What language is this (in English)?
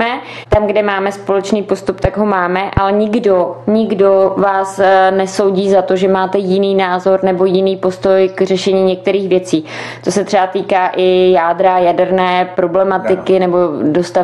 Czech